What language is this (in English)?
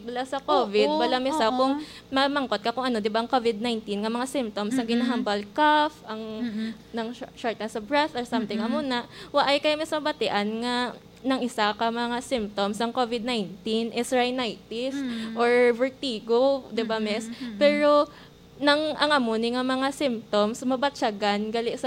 Hiligaynon